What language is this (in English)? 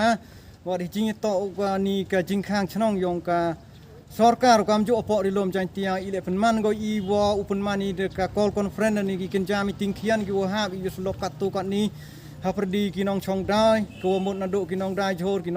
Khasi